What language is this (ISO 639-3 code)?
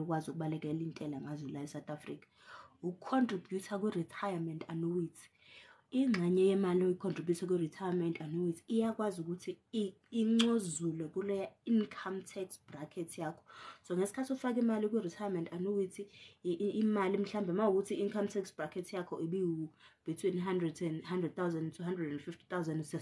zul